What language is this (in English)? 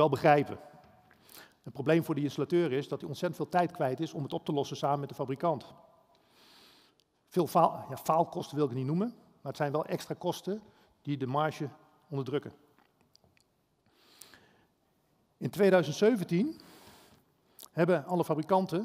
Dutch